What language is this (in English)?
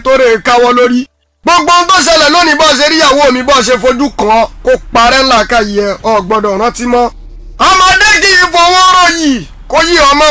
Yoruba